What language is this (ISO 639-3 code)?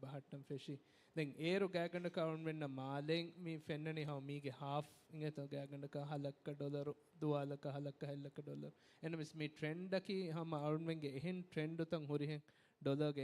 div